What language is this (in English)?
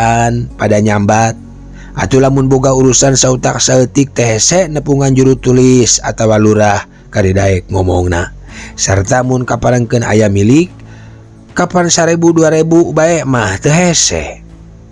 Sundanese